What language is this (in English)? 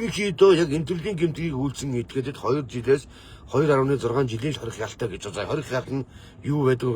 Mongolian